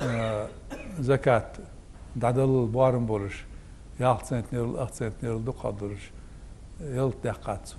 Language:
Ingush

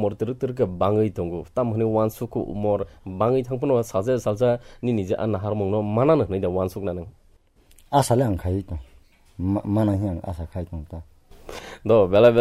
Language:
Kok Borok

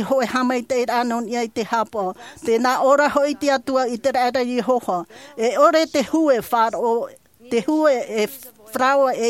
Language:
Tahitian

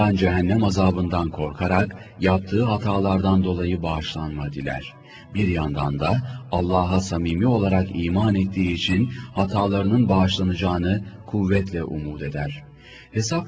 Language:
Turkish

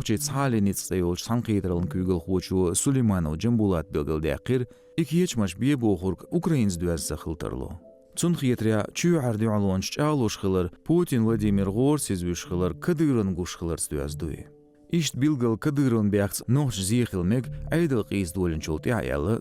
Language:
Chechen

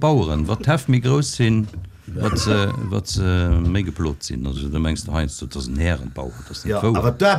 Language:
Luxembourgish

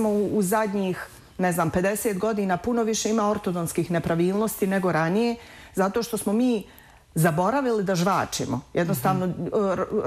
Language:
Bosnian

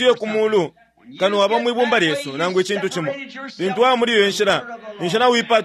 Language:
Bemba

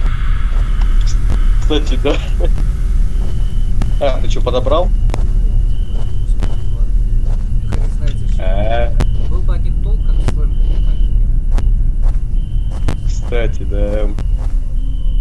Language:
Russian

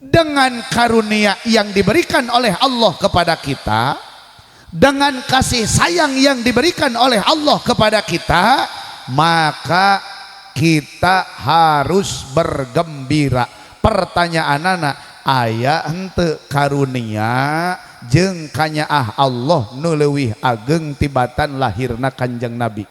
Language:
Sundanese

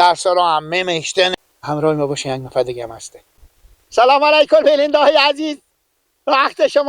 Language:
Persian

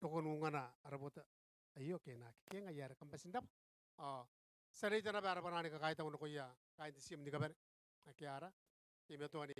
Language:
Gilbertese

